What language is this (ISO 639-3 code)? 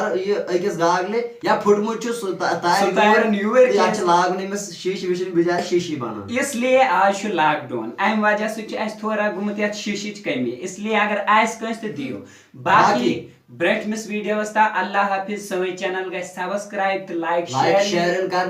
kas